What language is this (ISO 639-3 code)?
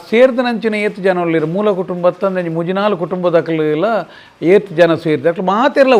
tcy